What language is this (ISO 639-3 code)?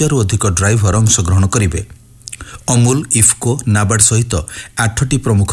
ori